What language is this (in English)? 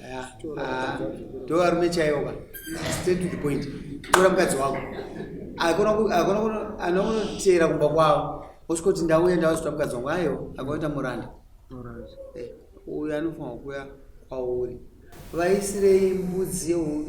Shona